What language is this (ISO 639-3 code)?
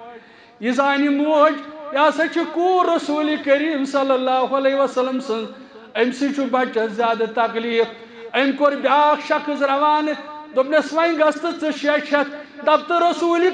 kas